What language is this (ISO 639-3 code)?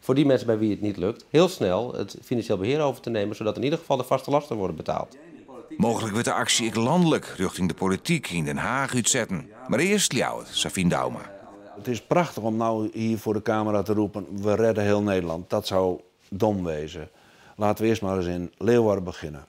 fry